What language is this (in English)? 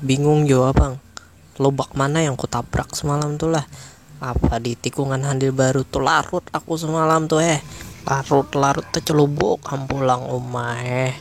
Banjar